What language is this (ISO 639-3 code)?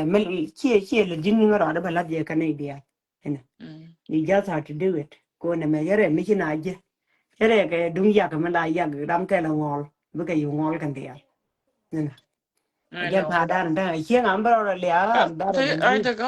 nus